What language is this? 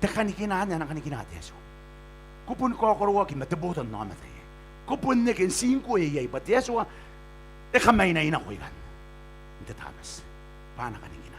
Gilbertese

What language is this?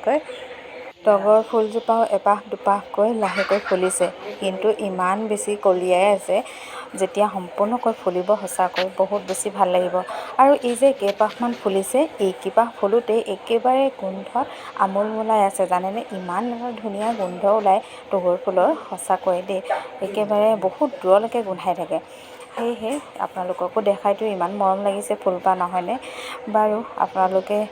Assamese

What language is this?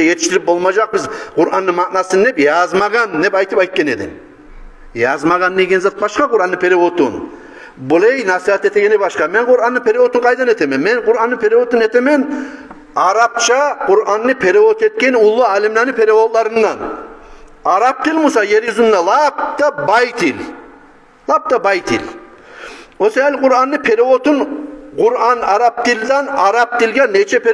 Kumyk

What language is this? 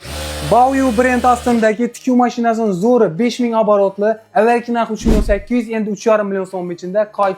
Uzbek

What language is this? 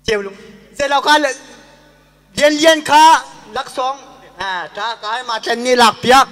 Hakha Chin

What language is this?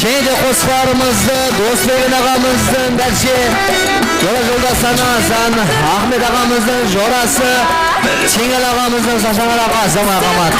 Kara-Kalpak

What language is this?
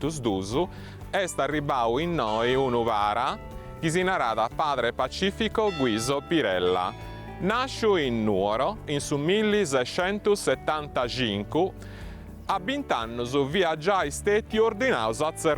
Sardinian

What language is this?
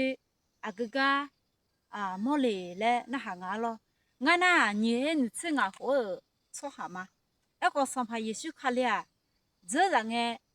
Akha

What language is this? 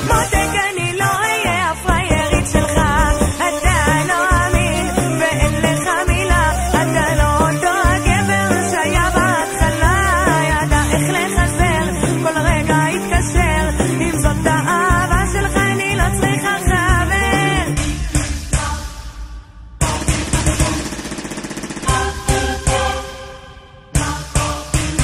Hebrew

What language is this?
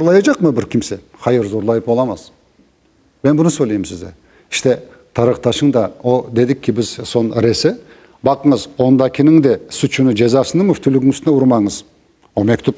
Crimean Tatar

